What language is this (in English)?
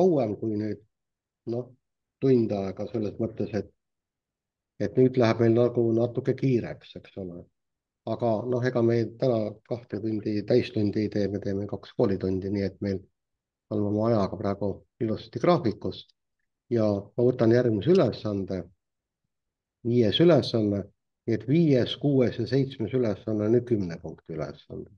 Estonian